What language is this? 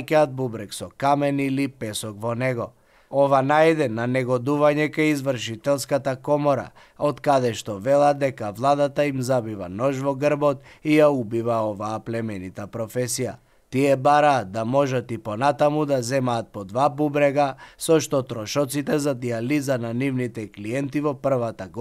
Macedonian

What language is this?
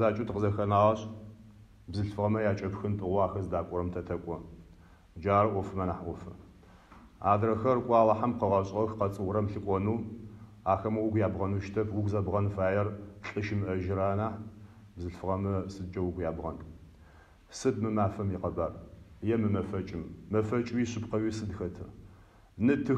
Adyghe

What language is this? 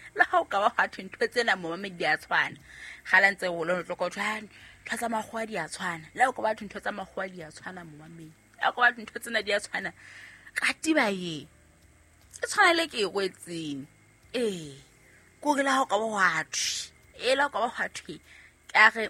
Southern Sotho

